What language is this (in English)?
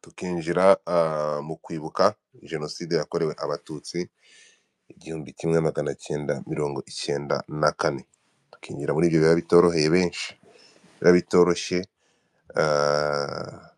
Kinyarwanda